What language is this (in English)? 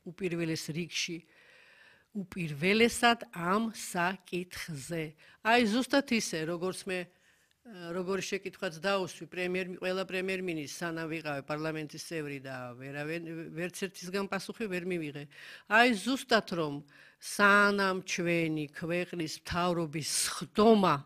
Georgian